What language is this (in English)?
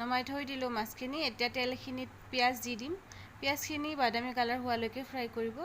Assamese